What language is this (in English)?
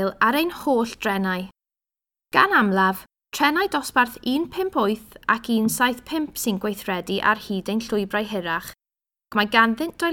Welsh